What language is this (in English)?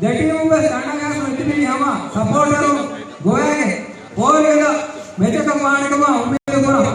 Divehi